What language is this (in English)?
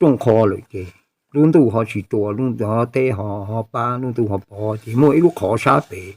Hmong